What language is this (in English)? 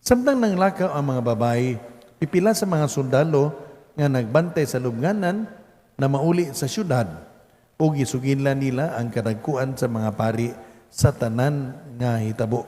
Cebuano